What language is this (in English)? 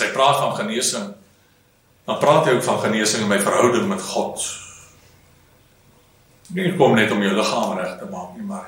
Afrikaans